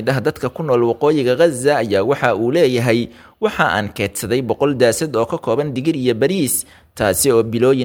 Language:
Somali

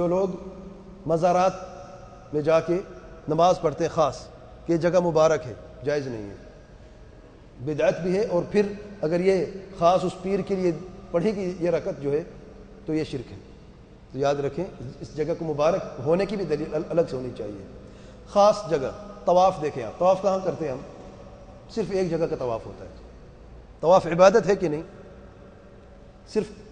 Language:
Urdu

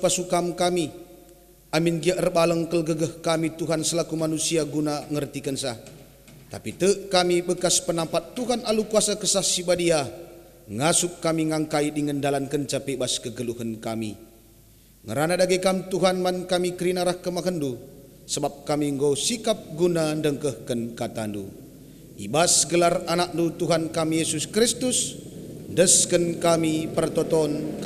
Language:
Batak Karo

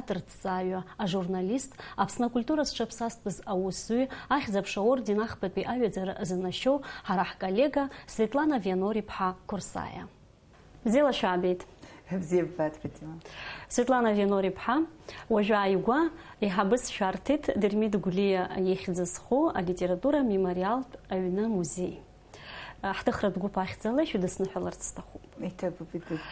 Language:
Abkhazian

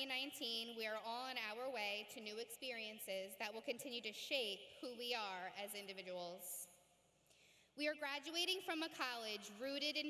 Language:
English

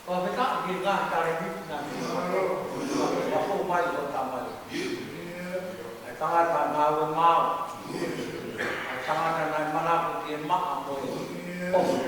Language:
Tongan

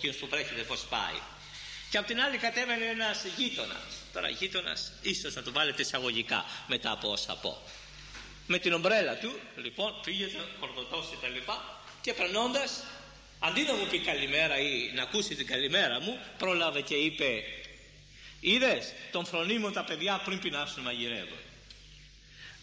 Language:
Greek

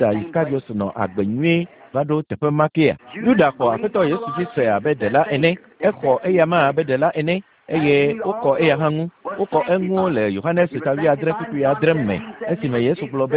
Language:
Ewe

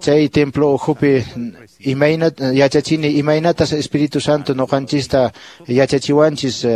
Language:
Quechua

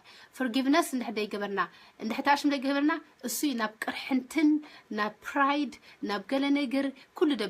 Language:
Tigrinya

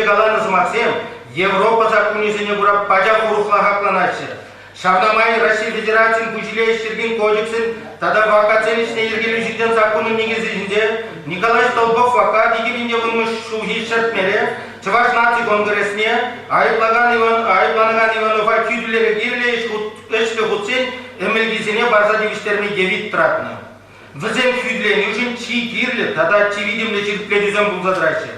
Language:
Chuvash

